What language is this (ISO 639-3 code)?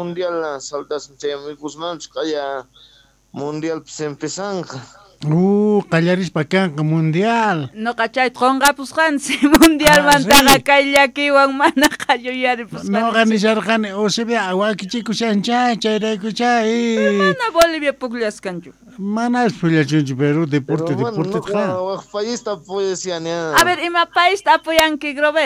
quh